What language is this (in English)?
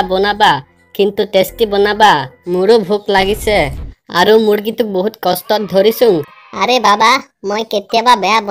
Assamese